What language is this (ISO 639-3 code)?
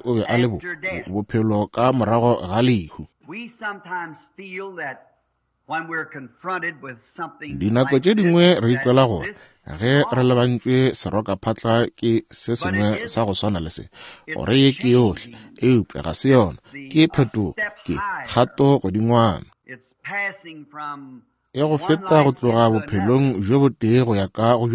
nso